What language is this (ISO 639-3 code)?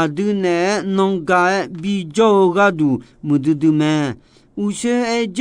ahk